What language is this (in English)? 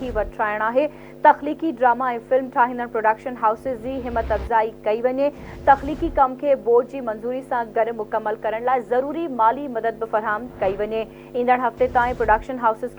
Sindhi